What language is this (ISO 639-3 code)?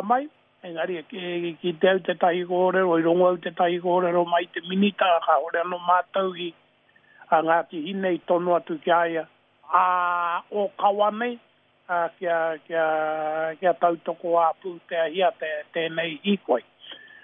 mri